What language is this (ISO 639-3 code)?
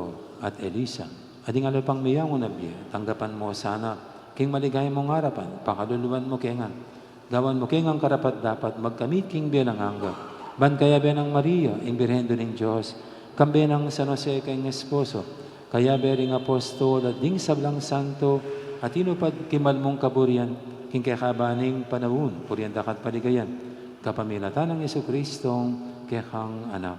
pam